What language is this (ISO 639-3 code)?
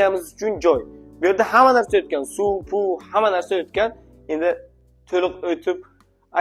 uzb